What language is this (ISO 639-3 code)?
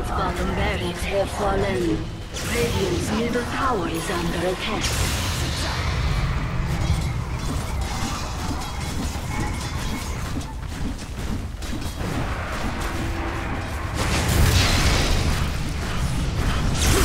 eng